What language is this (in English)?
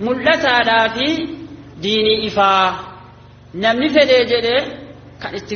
Oromo